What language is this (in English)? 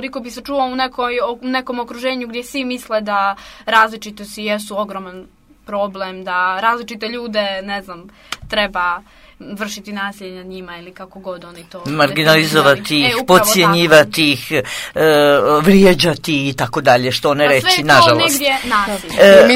Serbian